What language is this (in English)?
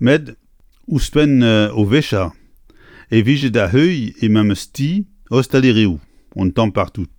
Breton